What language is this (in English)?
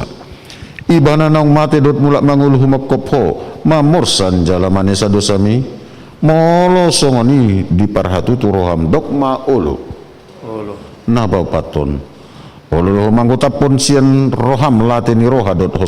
Batak Toba